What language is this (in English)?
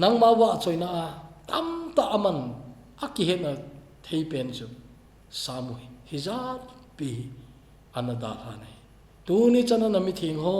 Thado Chin